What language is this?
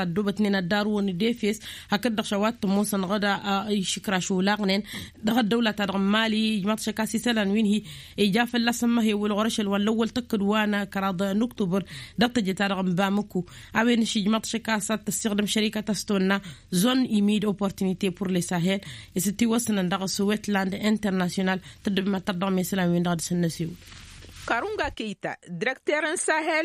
Tamasheq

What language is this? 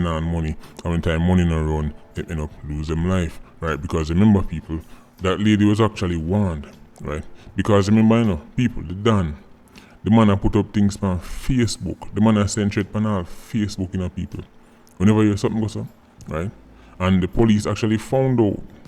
Jamaican Creole English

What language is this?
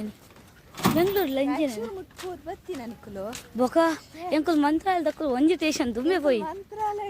Tulu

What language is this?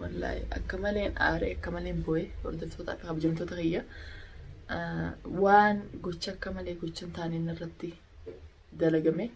Oromo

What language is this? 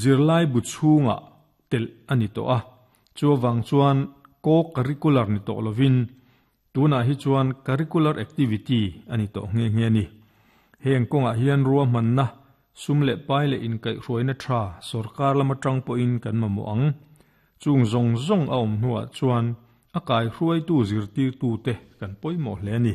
Mizo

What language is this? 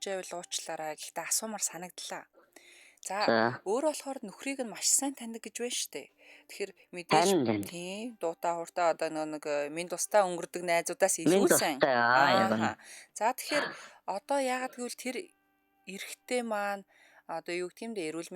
Mongolian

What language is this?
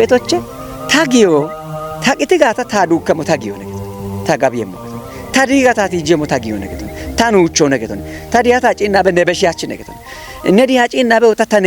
Kafa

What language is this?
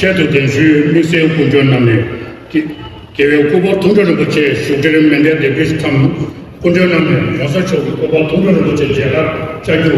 Tibetan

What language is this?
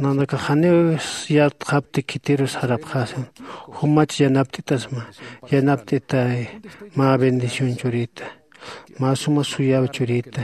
Aymara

